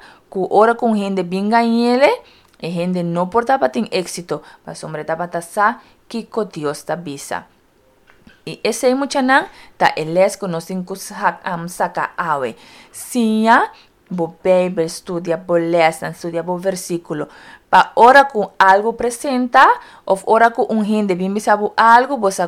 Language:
Papiamento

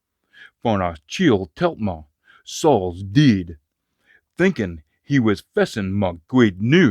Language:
Scots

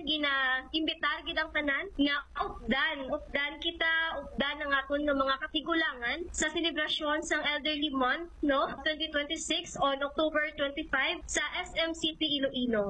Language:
Hiligaynon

